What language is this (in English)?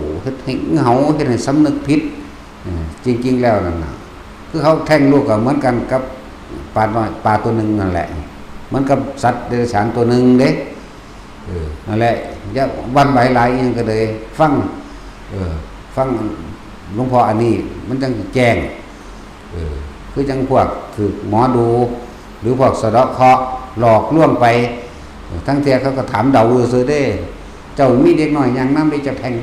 Northeastern Thai